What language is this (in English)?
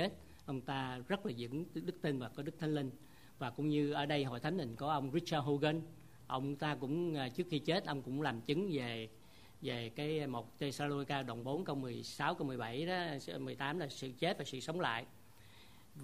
Vietnamese